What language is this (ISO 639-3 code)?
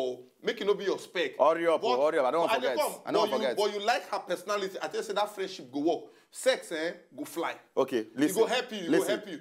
pcm